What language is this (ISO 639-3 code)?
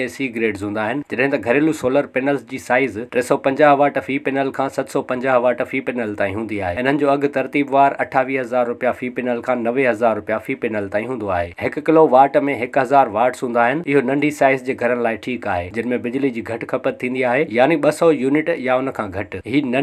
snd